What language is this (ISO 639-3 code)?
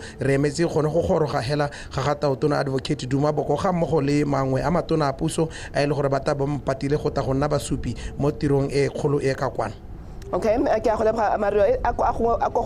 tsn